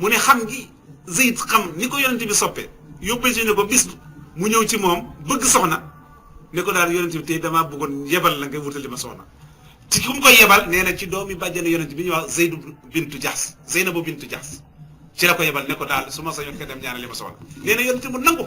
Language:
Wolof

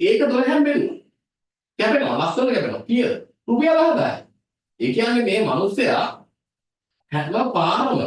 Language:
Sinhala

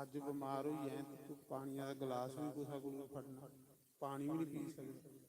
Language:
Dogri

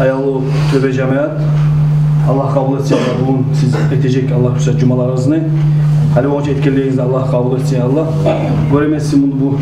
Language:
Kumyk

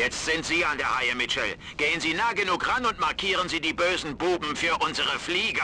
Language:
Bavarian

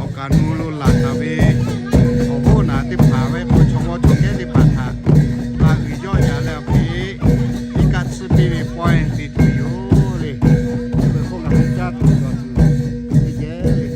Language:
Lahu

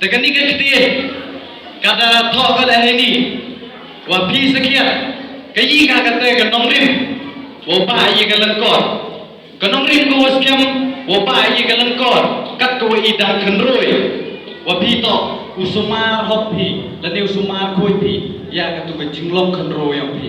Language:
Pnar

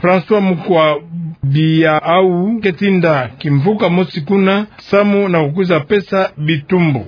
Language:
Kituba (Democratic Republic of Congo)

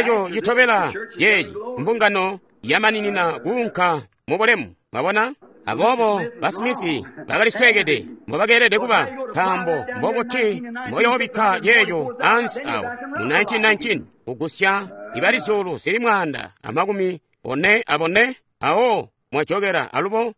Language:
Tonga (Zambia)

